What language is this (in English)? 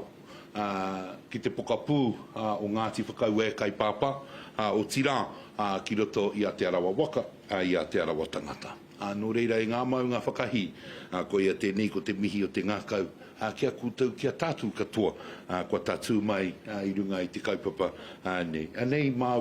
Māori